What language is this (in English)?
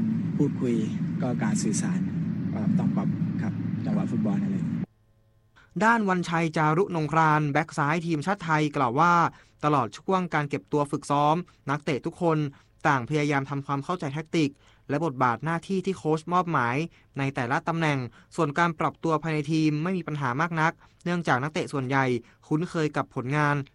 Thai